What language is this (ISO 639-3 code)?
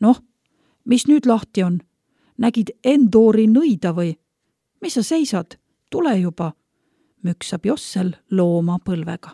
est